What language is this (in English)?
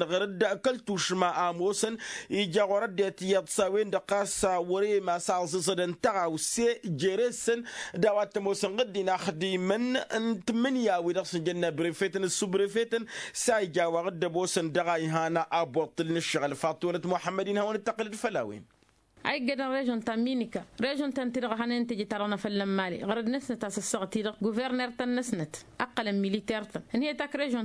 Tamasheq